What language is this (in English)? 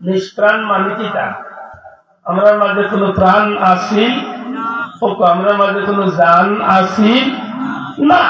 Sylheti